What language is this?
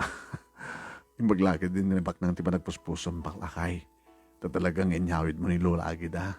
Iloko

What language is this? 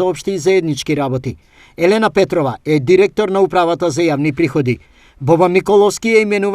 Macedonian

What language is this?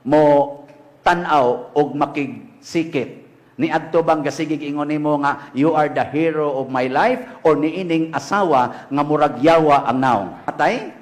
Cebuano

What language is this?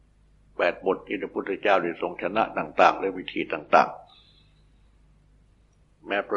Thai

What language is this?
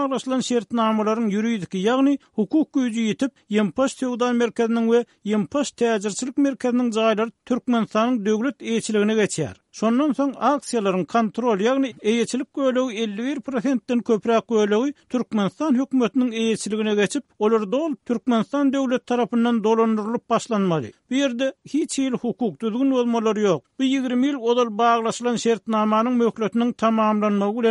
Turkmen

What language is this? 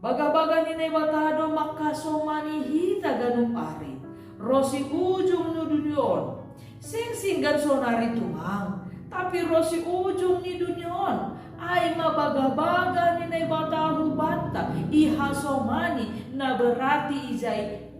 Batak Simalungun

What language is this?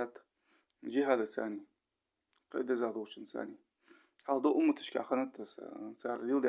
Ingush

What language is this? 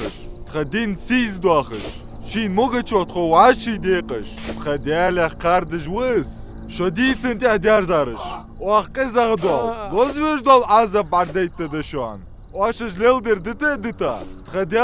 Ingush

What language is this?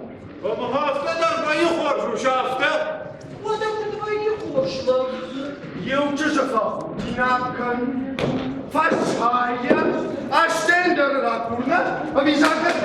Ossetic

